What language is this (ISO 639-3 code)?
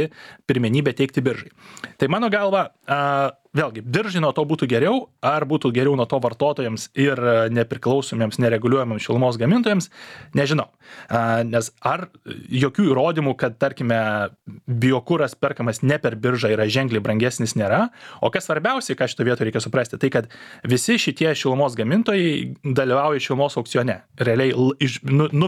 lit